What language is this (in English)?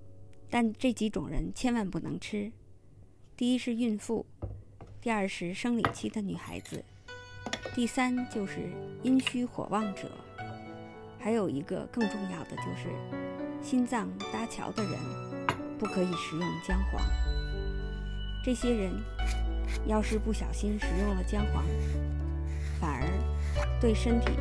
Chinese